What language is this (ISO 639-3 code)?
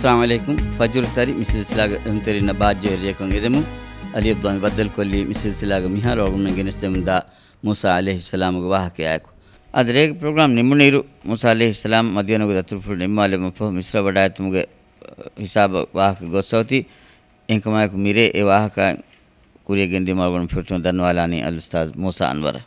div